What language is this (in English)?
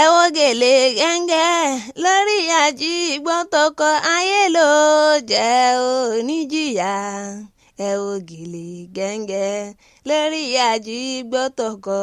Yoruba